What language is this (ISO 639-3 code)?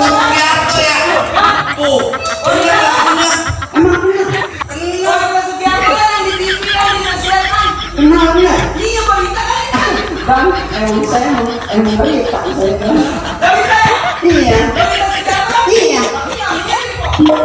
bew